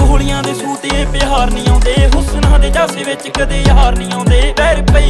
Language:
Punjabi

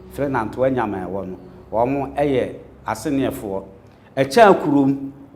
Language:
Akan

